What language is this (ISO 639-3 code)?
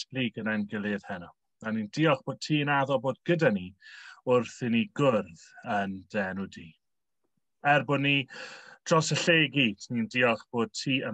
cym